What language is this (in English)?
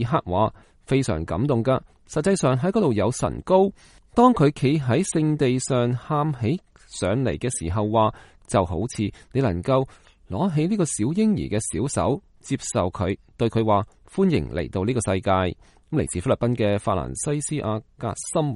Cantonese